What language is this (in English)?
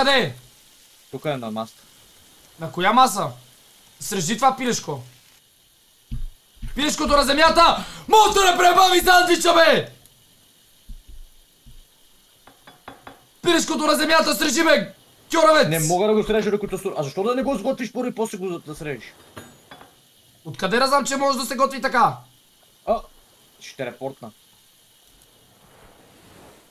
Bulgarian